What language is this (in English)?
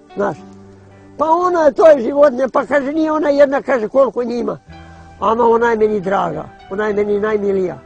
Bosnian